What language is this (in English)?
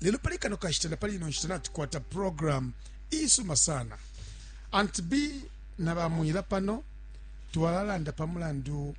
Bemba